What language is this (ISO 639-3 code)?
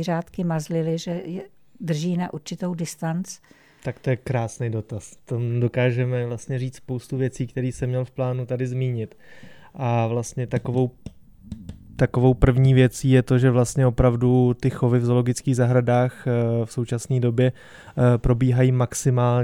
ces